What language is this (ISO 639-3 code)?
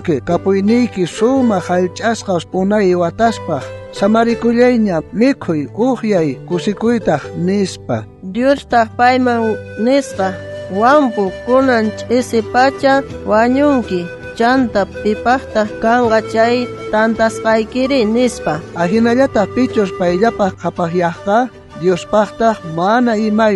quh